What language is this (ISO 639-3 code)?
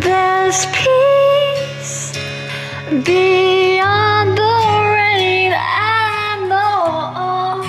ton